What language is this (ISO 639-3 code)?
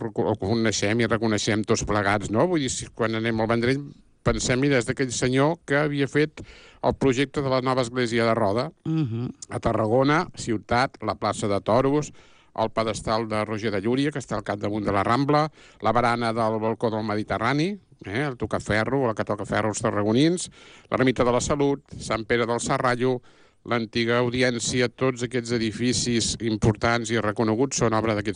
cat